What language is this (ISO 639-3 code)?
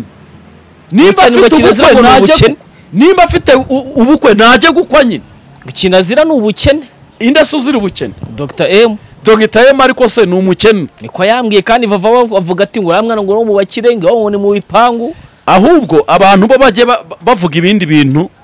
kin